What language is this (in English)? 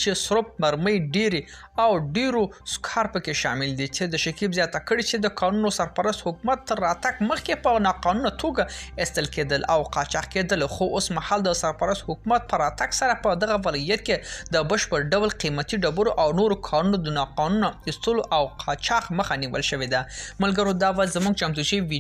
Pashto